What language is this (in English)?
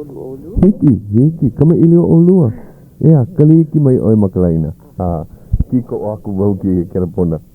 Hawaiian